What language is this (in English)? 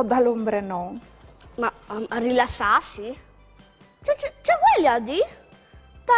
Friulian